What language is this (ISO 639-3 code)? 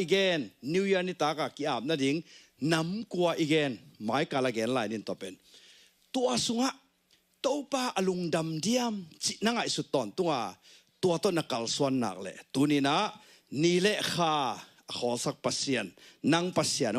ctd